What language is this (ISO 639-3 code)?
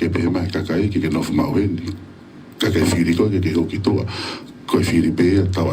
ton